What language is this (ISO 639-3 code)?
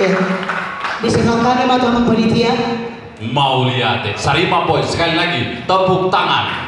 bbc